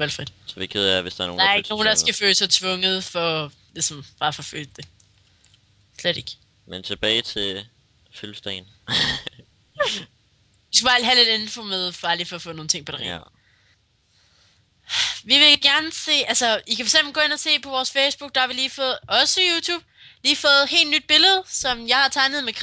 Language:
Danish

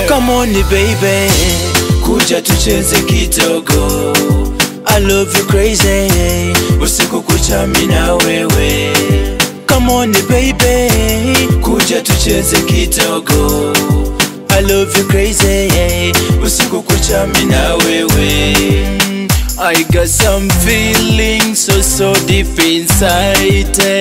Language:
Swahili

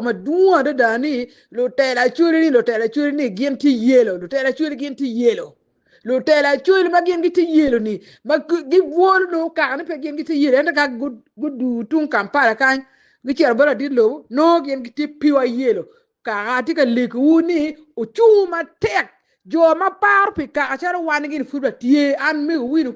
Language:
Acoli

